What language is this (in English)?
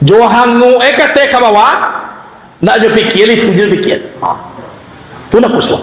Minangkabau